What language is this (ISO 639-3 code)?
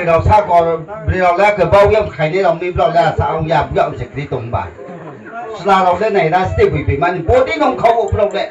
ria